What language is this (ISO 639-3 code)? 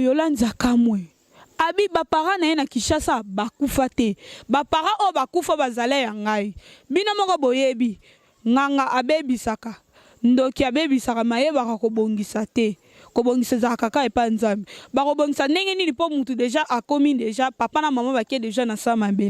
lin